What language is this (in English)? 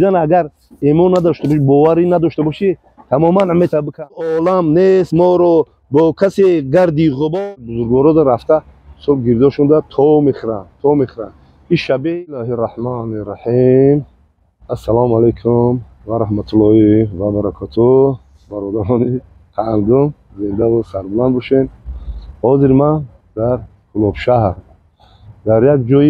Tajik